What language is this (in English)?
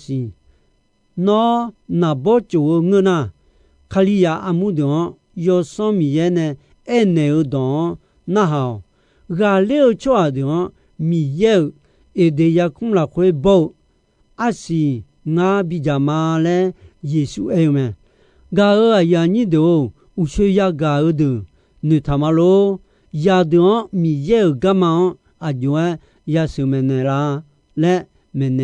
Akha